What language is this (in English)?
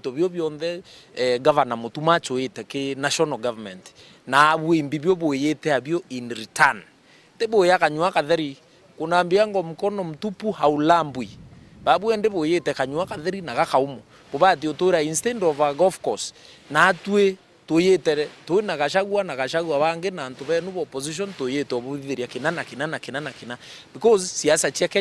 Meru